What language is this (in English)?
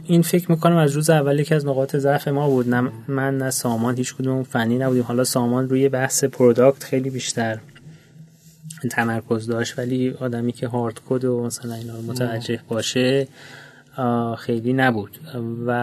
Persian